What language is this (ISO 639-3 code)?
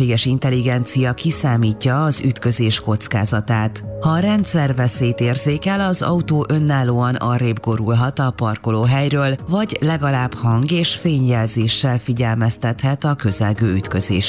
hun